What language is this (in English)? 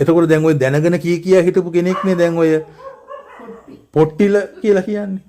Sinhala